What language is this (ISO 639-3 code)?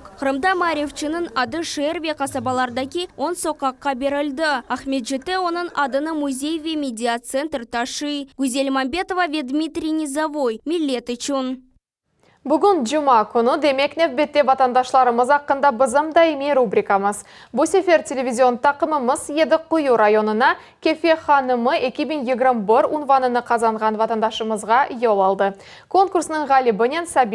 crh